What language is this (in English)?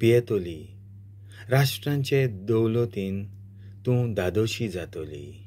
Konkani